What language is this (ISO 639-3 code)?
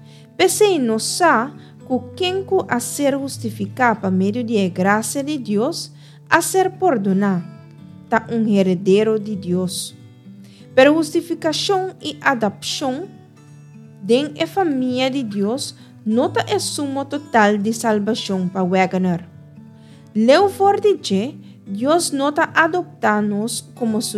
pap